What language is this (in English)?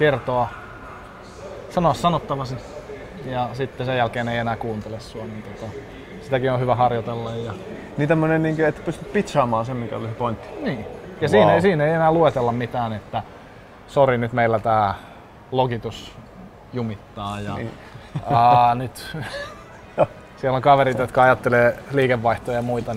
Finnish